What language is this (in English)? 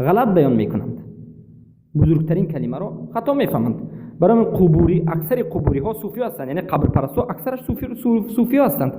Persian